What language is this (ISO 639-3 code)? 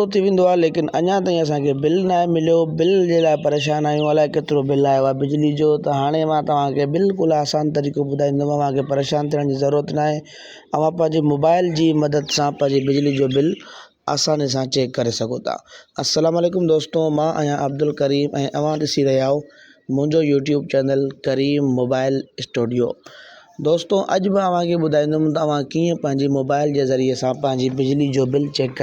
snd